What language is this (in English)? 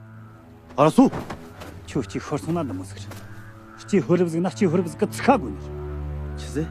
Tibetan